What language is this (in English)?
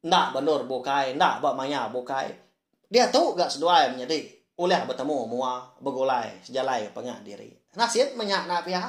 Iban